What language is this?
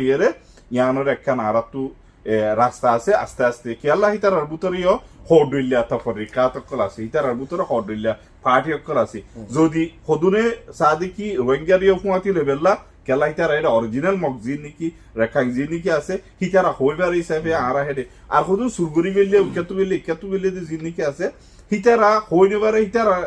Rohingya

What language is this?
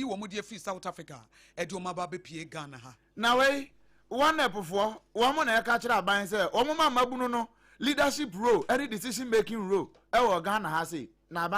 Akan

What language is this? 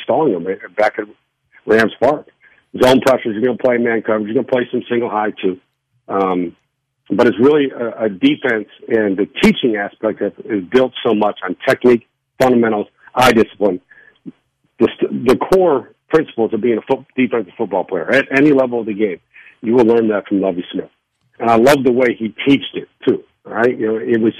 English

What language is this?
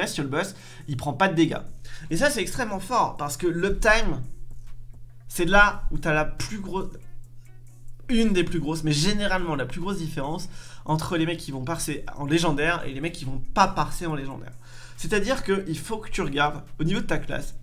French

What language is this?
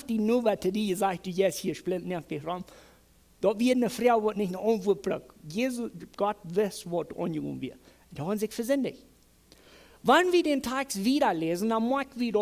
Plautdietsch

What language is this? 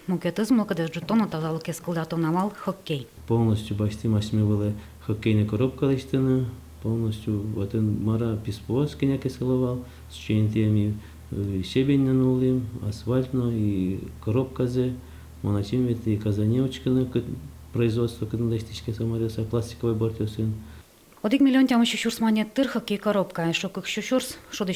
Udmurt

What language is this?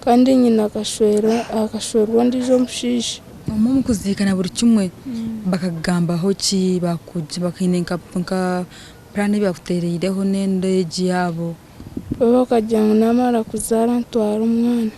Nyankole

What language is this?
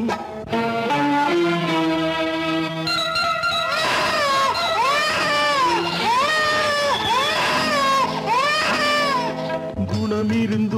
Tamil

